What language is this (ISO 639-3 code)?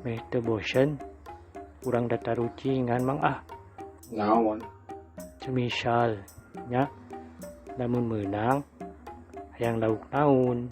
sun